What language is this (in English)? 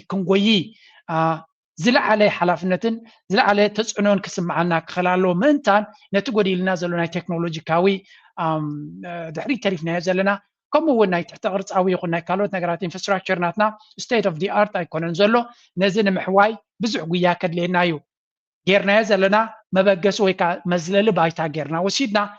Tigrinya